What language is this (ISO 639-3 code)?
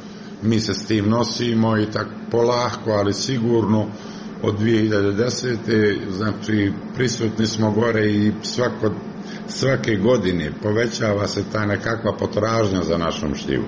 hrv